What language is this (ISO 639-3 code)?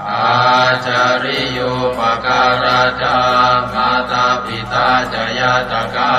pli